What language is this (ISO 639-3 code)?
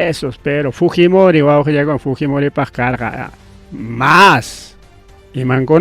quy